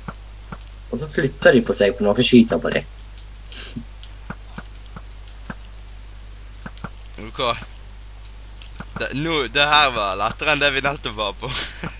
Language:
Norwegian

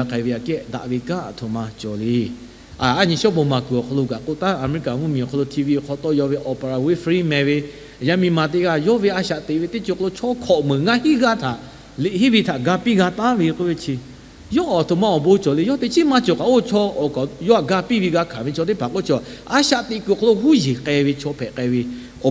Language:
Lahu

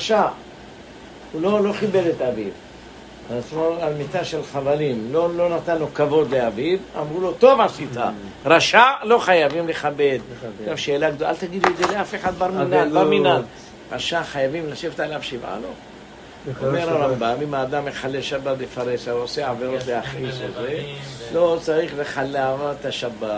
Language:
Hebrew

